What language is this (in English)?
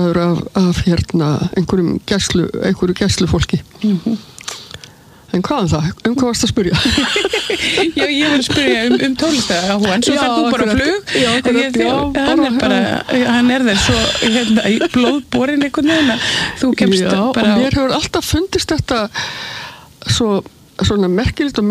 Icelandic